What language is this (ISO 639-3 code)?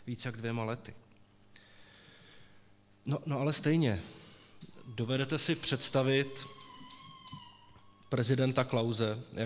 ces